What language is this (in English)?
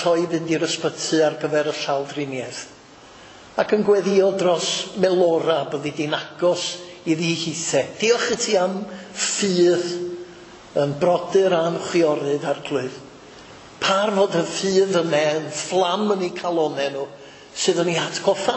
Welsh